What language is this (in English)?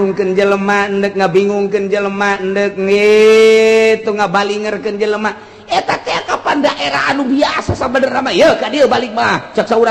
Sundanese